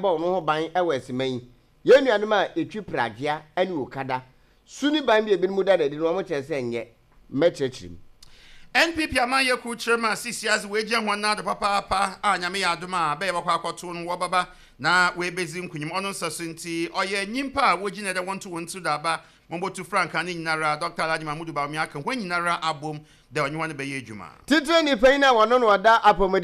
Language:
Akan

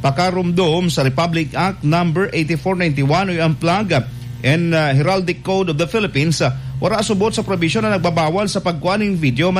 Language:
Bikol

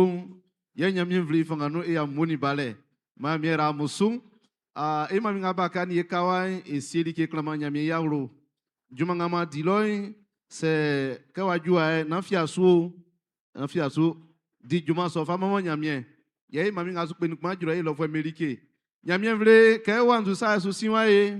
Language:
Baoulé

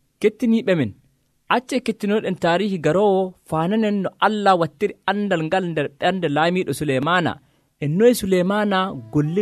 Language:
Nigerian Fulfulde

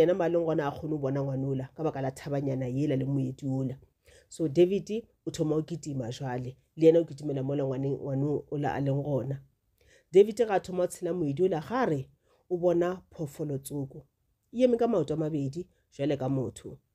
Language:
Northern Sotho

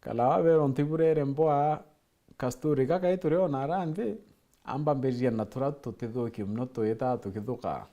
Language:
Meru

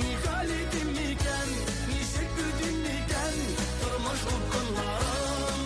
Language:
Bashkir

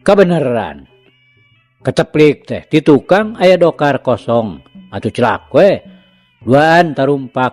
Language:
Sundanese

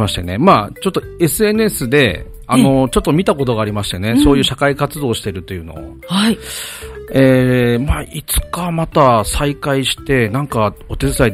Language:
Japanese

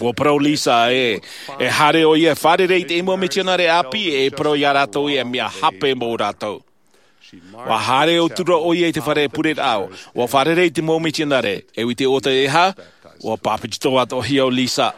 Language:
Tahitian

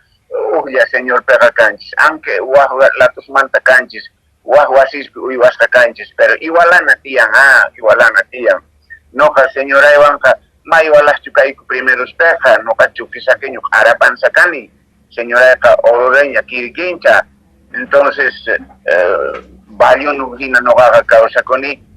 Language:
Quechua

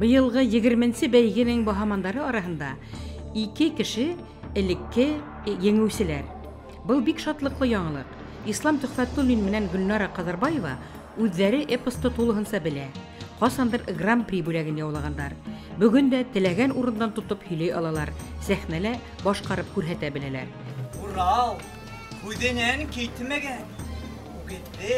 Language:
Bashkir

